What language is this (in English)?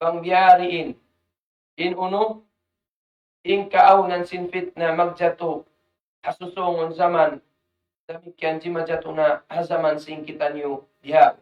Tausug